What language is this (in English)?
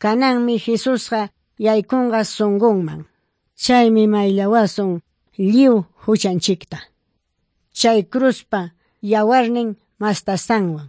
Ayacucho Quechua